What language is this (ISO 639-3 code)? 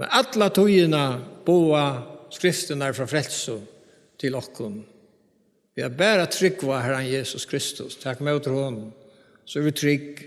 fao